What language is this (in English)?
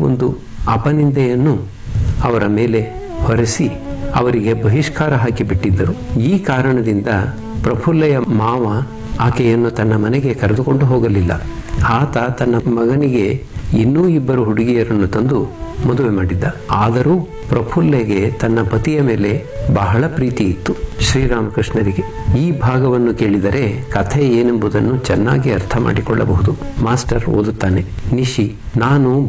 Kannada